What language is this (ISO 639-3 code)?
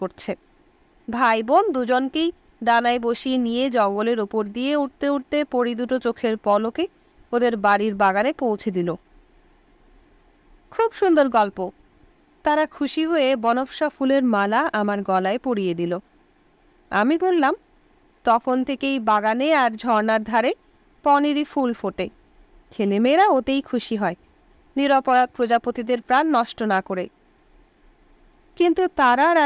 ben